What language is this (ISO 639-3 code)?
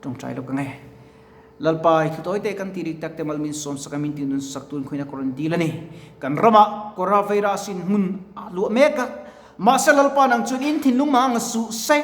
lus